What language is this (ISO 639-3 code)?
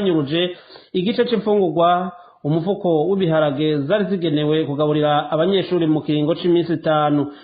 run